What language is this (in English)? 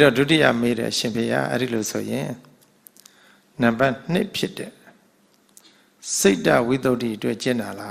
Burmese